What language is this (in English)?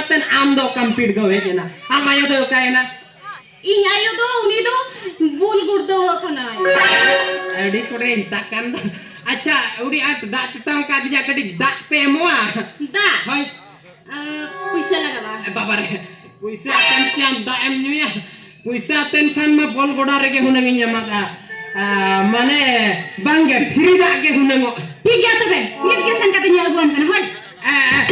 Santali